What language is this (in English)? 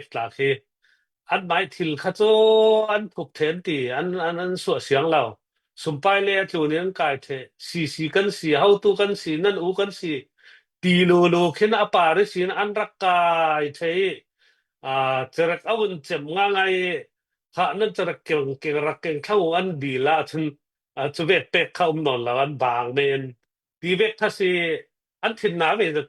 Hakha Chin